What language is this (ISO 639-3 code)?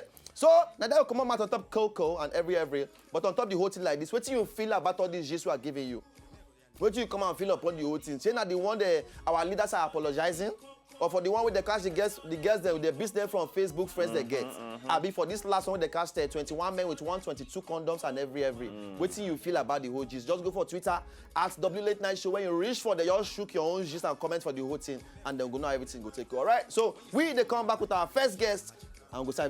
pcm